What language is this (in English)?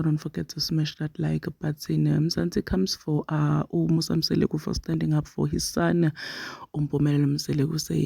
Zulu